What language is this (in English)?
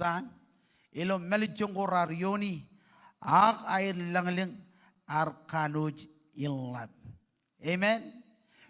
Marshallese